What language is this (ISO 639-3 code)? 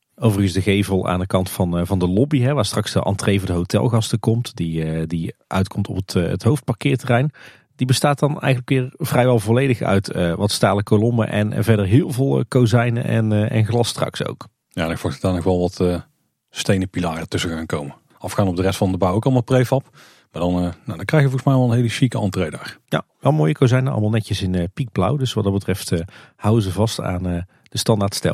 nld